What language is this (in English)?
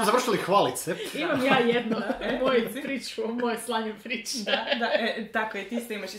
Croatian